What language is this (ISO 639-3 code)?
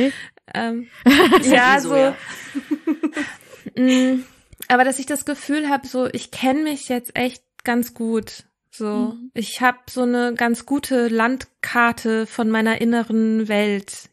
deu